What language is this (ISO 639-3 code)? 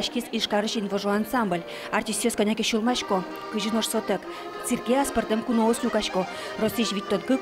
udm